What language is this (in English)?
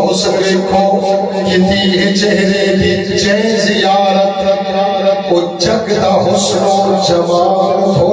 Saraiki